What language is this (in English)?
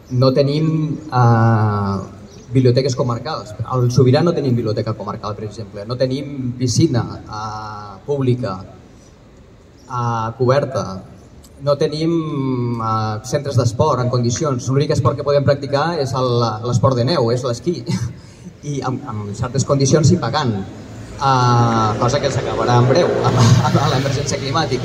Catalan